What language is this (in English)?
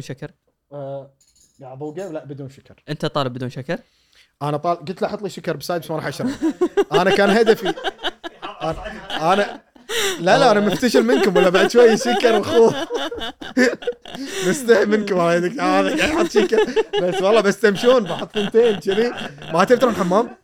Gulf Arabic